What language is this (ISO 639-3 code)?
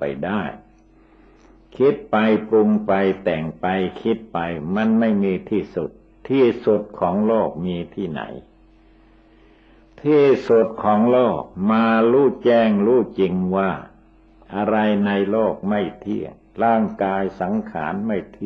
tha